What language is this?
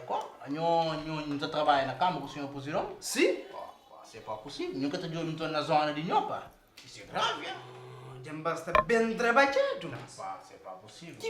Kabuverdianu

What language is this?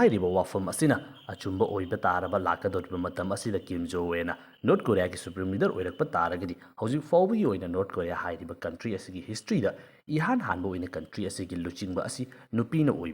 Manipuri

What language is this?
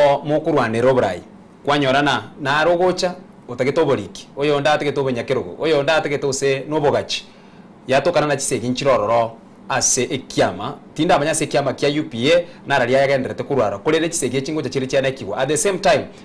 Gusii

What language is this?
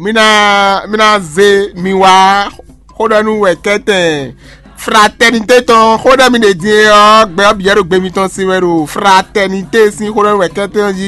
Fon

